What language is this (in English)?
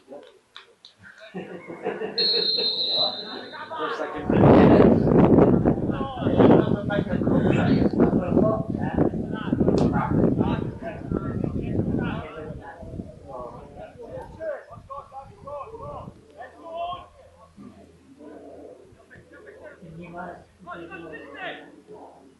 Polish